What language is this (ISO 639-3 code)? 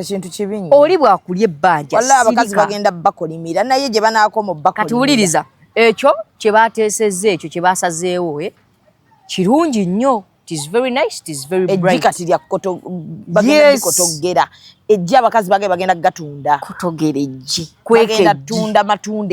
lug